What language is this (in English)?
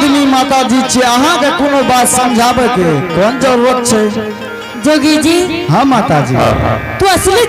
Angika